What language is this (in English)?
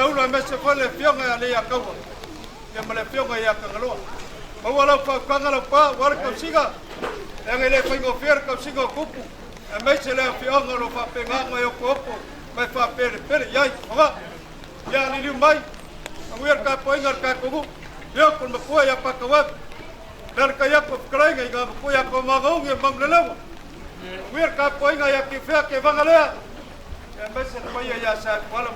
Samoan